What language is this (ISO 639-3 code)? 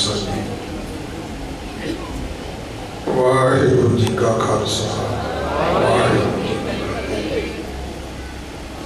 pan